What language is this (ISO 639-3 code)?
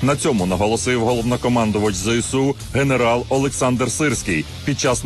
ukr